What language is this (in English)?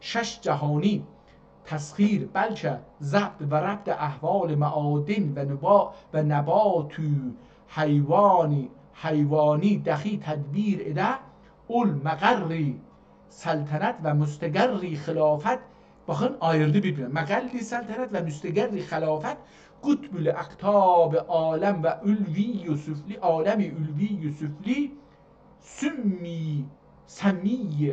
South Azerbaijani